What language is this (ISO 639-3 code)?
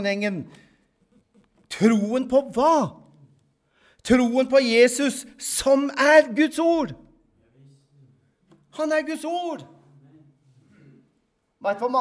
nor